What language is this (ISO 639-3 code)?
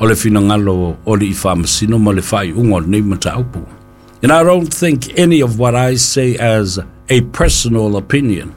smo